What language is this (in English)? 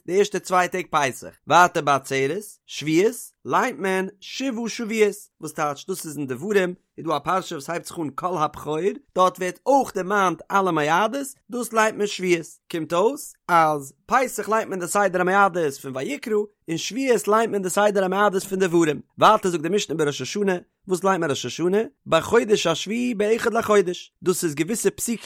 Yiddish